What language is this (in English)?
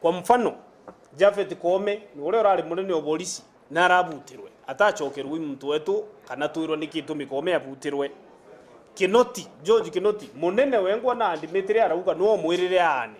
Meru